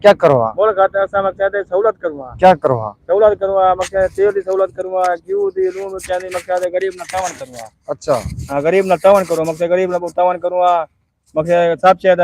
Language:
Saraiki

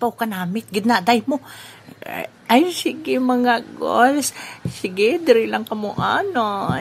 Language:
Hiligaynon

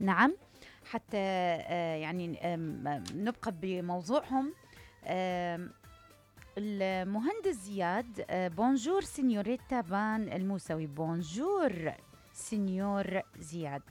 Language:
Mesopotamian Arabic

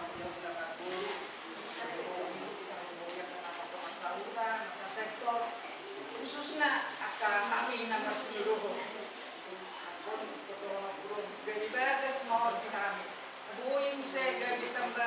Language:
Batak Toba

